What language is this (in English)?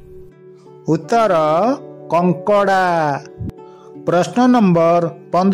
Odia